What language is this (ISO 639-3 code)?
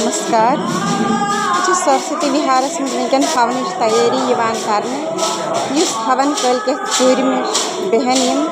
kas